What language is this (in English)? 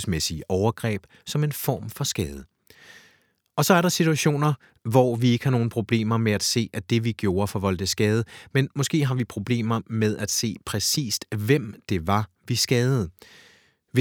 Danish